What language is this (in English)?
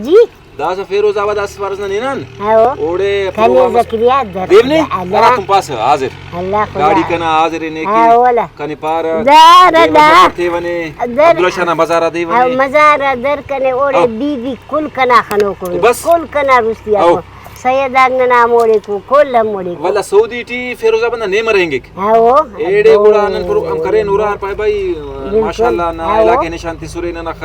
Brahui